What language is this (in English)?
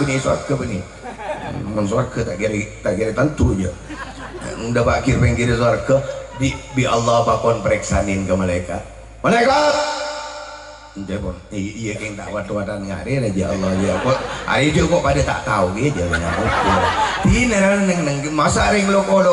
Madurese